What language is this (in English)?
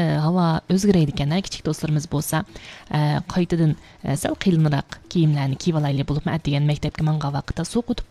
Uyghur